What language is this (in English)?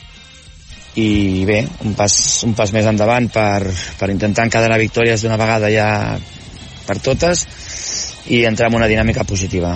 Catalan